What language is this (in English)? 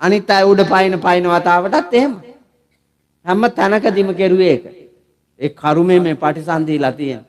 Sinhala